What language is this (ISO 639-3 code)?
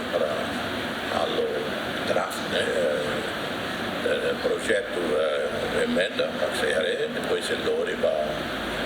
tet